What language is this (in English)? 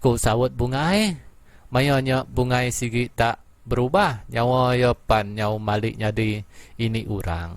Iban